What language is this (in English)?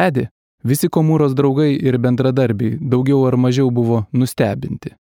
Lithuanian